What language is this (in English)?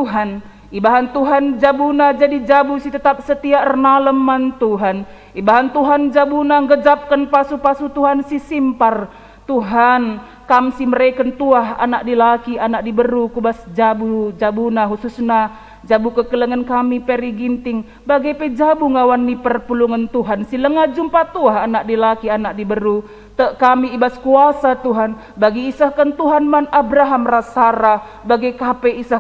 Batak Karo